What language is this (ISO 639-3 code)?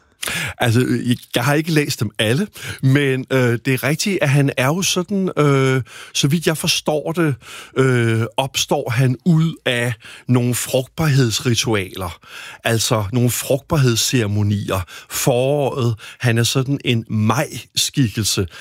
dan